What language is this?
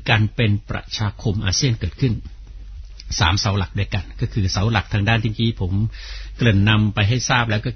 Thai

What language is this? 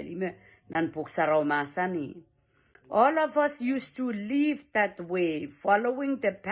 Pohnpeian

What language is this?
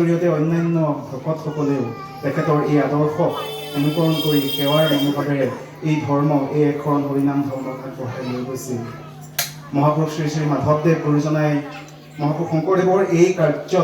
Assamese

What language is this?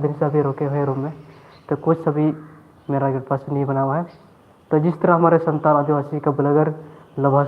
Santali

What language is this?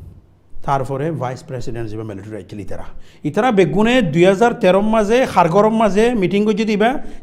Rohingya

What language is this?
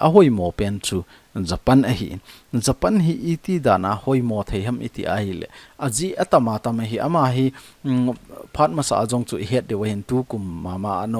Thado Chin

